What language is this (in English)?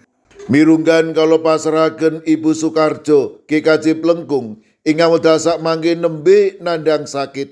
Javanese